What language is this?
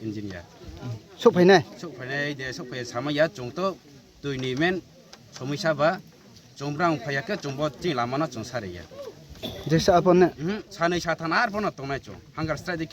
Riang (India)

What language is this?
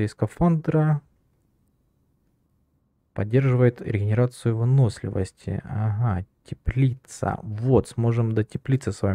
Russian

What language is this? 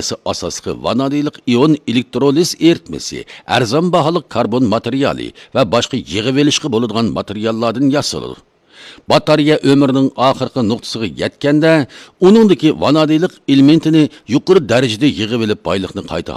Uyghur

